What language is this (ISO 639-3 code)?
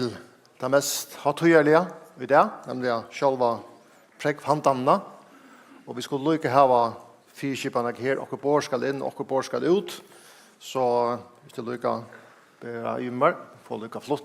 fao